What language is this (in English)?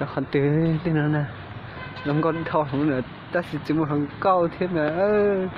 Hmong